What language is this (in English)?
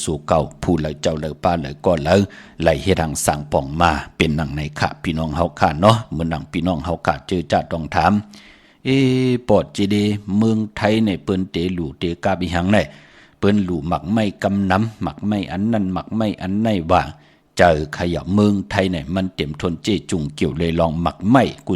Shan